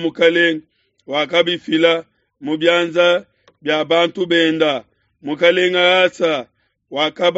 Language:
Luba-Lulua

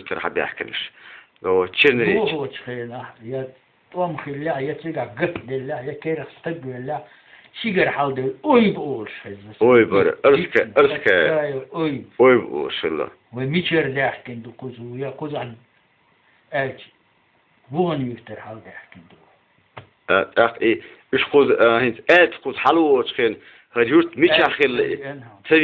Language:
Chechen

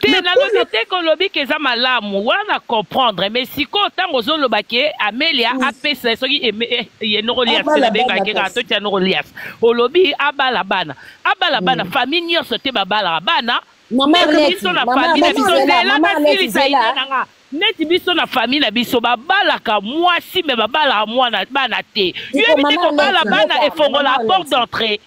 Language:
Lingala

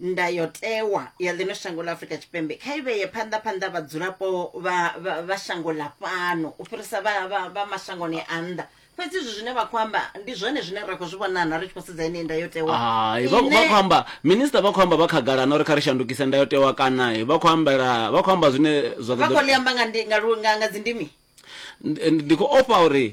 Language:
Venda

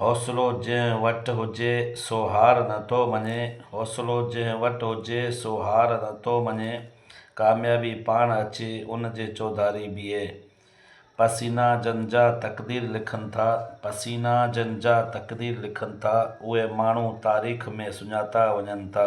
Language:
Sindhi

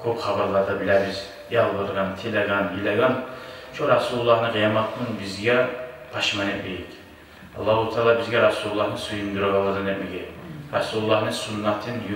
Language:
Kumyk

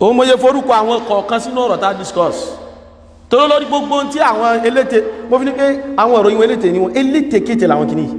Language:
Yoruba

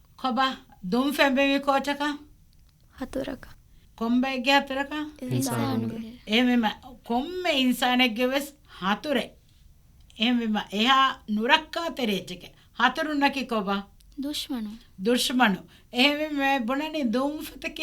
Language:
Divehi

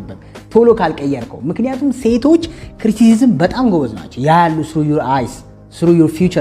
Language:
Amharic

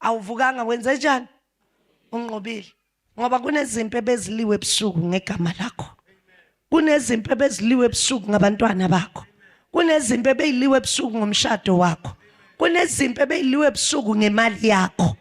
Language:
Zulu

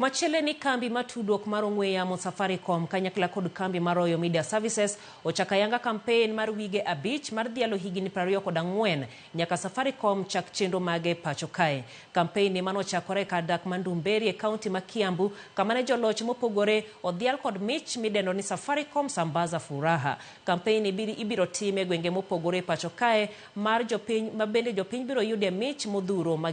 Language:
Luo (Kenya and Tanzania)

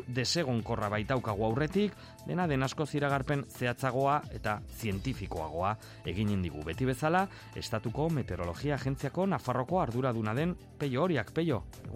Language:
Basque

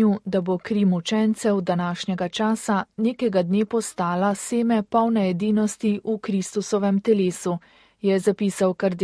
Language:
Slovenian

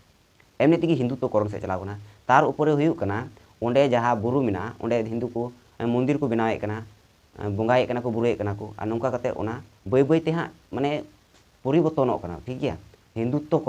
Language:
Santali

